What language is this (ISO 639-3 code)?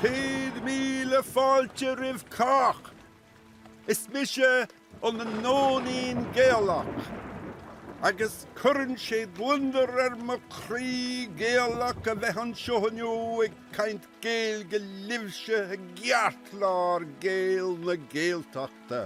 gle